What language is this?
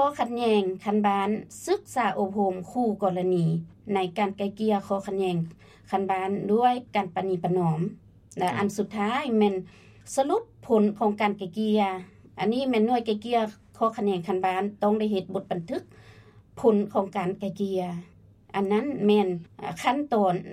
Lao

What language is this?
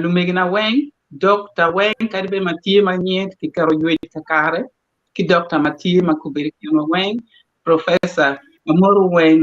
Acoli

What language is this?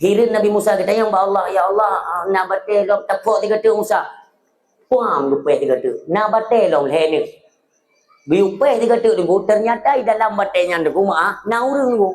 Achinese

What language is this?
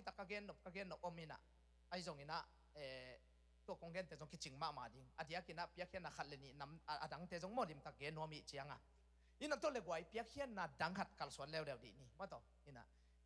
Tedim Chin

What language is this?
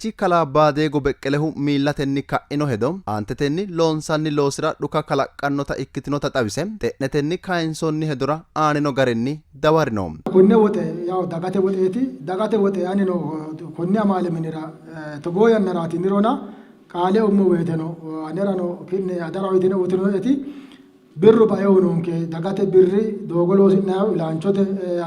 Sidamo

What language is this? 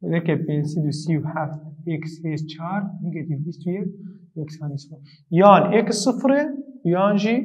Kurdish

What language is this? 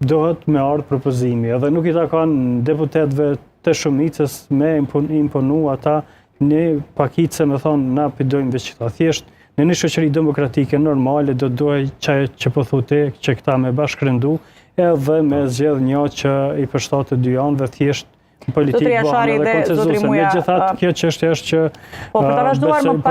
Albanian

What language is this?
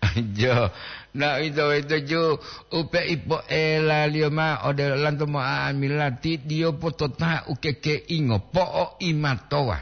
Gorontalo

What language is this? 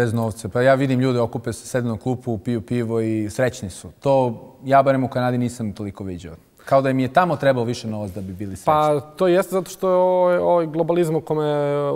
Bosnian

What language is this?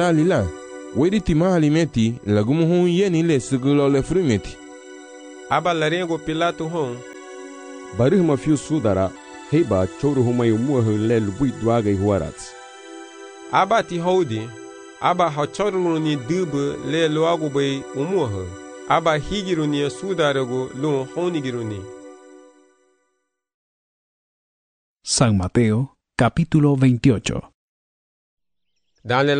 Garifuna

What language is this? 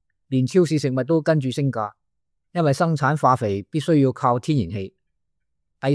Cantonese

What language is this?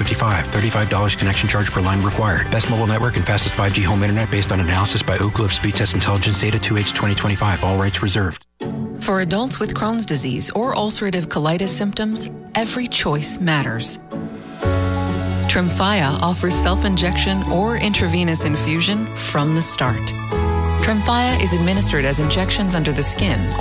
English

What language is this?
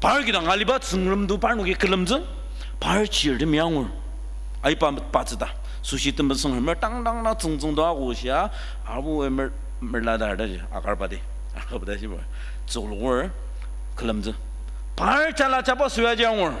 Ao Naga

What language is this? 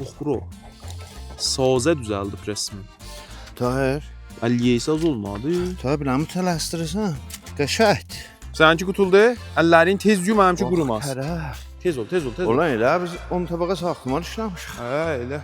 South Azerbaijani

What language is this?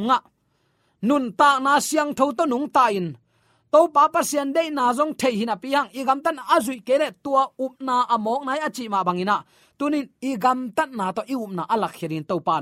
Tedim Chin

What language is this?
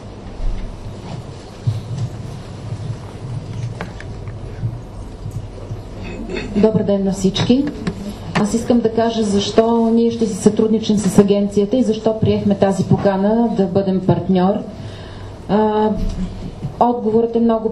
Bulgarian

